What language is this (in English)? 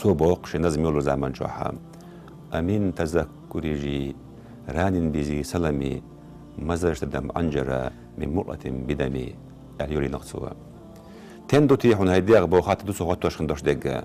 Chechen